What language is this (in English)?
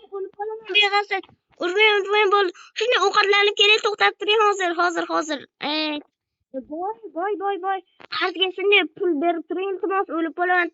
Uzbek